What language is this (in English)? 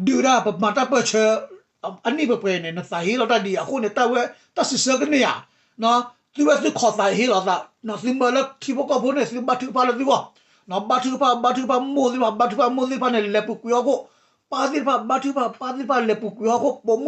S'gaw Karen